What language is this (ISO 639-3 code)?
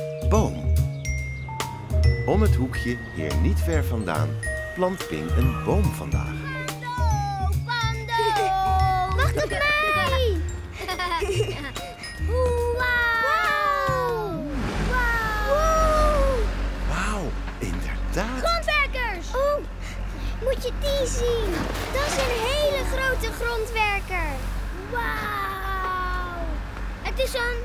nld